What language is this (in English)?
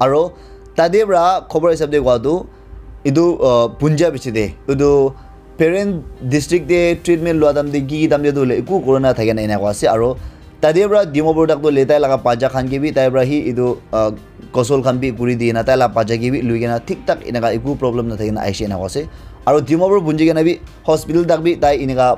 Naga Pidgin